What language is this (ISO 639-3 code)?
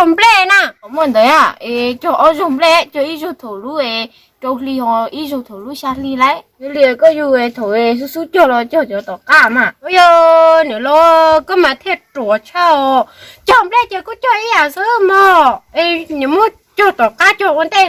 hmn